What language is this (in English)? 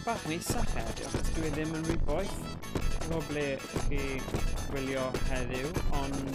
Welsh